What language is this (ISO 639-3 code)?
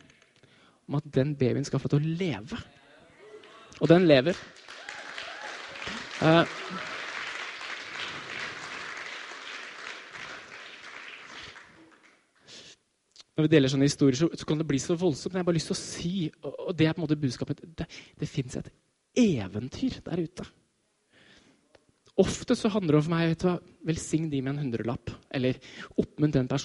nor